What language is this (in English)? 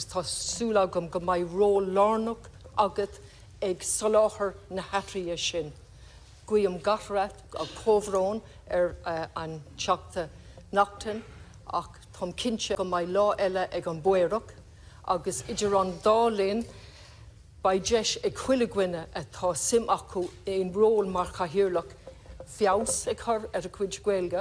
Irish